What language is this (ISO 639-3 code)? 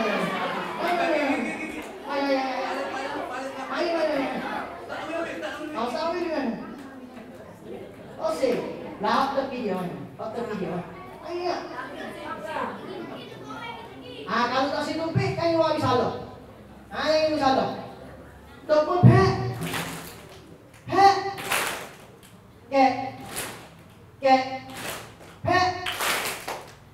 msa